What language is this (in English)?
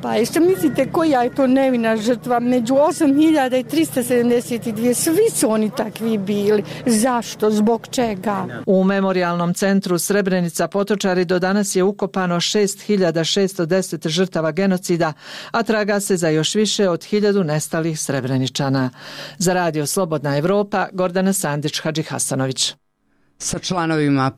Bosnian